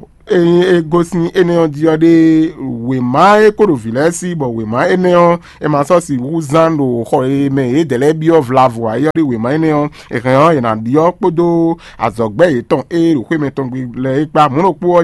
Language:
Fon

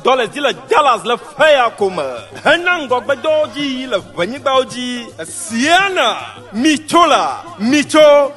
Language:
Ewe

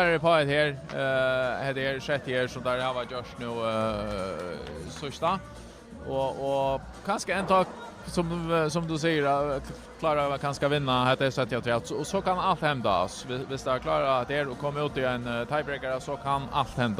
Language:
Faroese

